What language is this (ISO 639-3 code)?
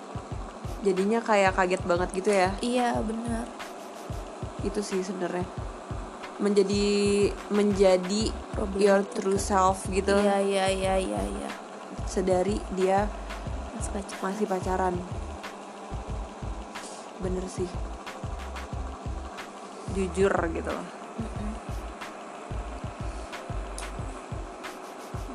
ind